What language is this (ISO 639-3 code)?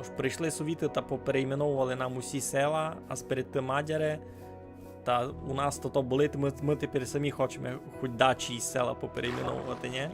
rue